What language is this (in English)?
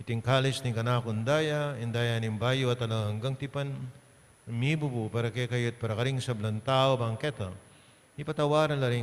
Pampanga